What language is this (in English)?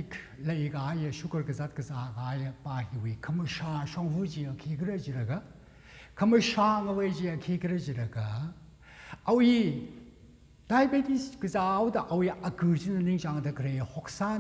Tangkhul Naga (India)